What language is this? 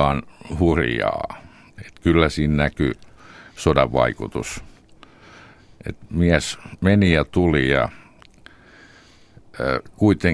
Finnish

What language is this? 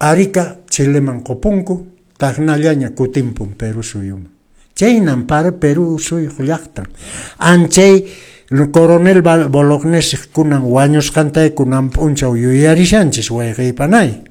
Quechua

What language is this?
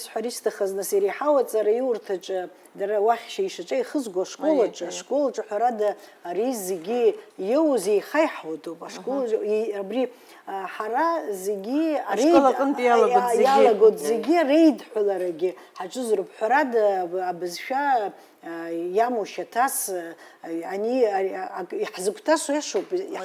Abkhazian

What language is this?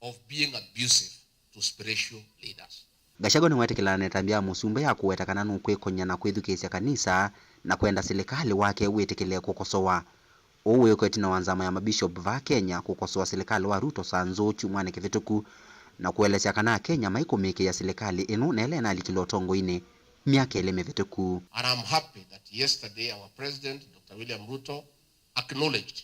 Kamba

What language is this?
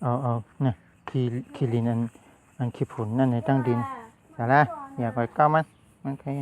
Shan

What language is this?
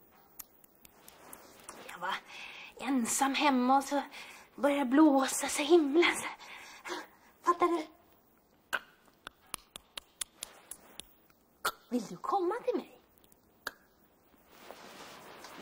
Swedish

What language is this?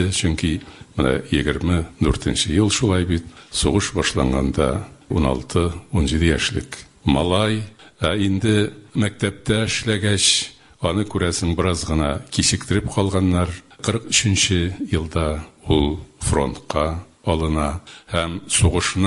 Tatar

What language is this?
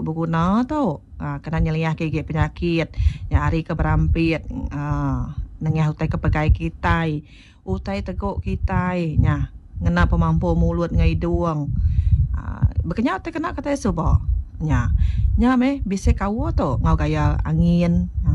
Iban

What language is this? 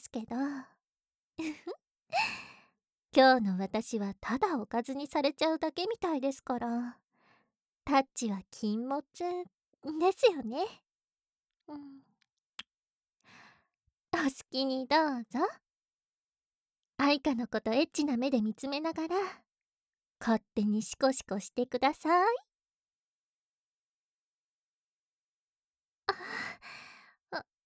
Japanese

